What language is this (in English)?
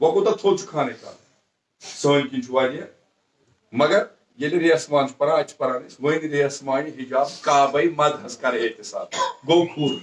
Kashmiri